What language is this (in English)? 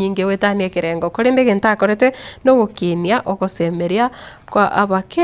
Gusii